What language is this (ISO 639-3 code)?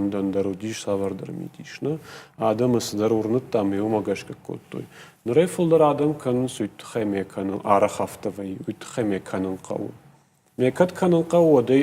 oss